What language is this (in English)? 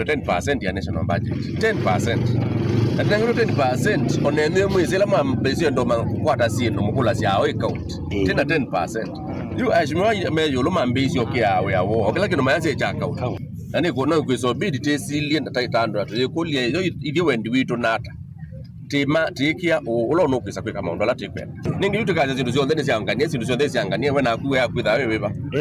Kamba